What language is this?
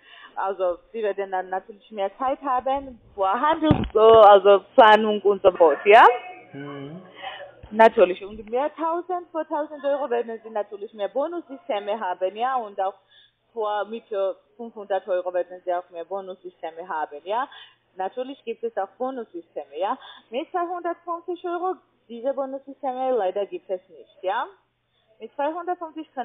German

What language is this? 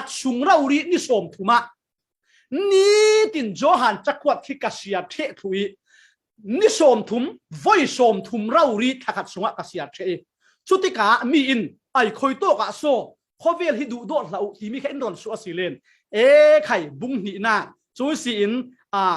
Falam Chin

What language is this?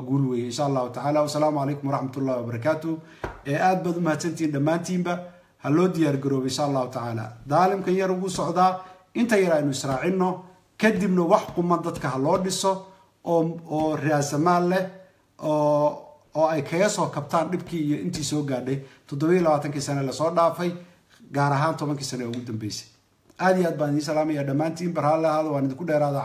Somali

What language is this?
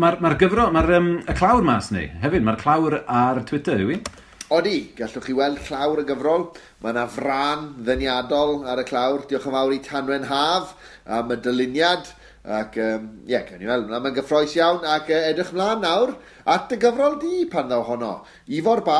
Welsh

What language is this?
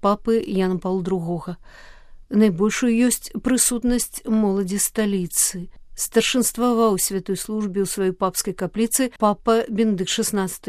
Belarusian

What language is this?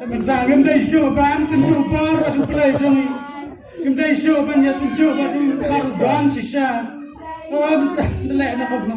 Khasi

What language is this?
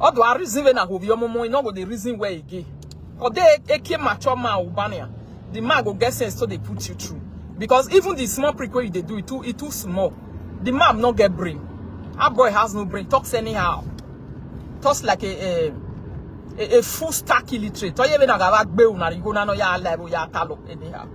Nigerian Pidgin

